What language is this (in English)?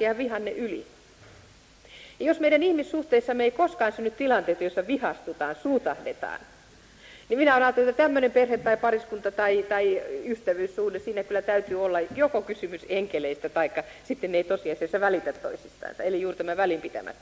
Finnish